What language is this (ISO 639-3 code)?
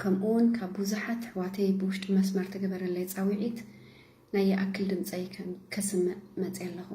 tir